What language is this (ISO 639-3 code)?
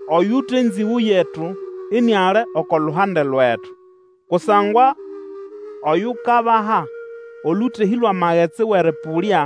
nnb